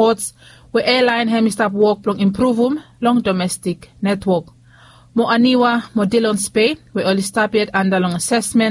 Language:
Bislama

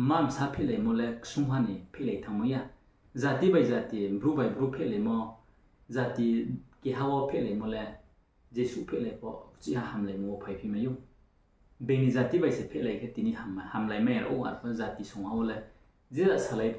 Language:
Riang (India)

